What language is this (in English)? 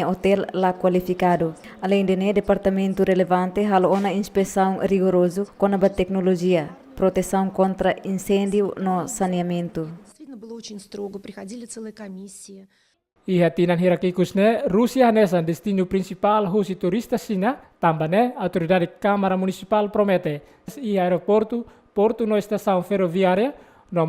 Tetum